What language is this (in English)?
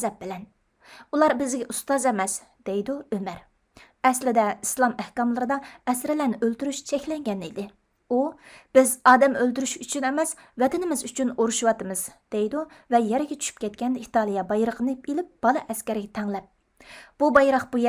Uyghur